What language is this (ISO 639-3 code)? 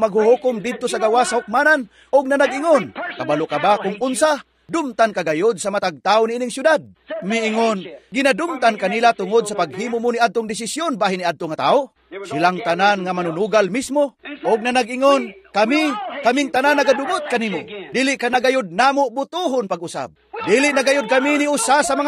ceb